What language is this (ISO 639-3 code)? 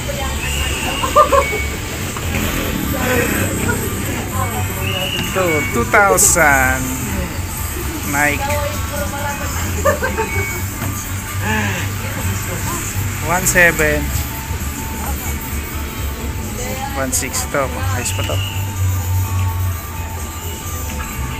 fil